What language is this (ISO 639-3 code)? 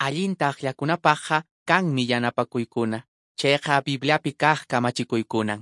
que